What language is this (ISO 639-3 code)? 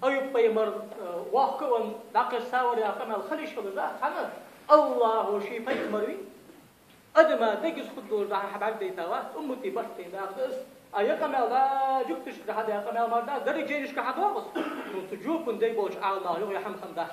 inh